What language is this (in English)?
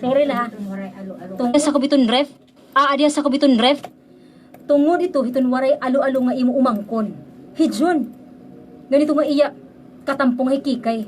Waray